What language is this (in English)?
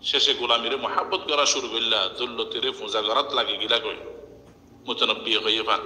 Rohingya